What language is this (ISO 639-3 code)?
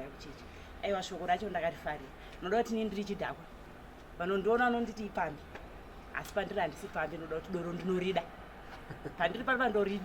sna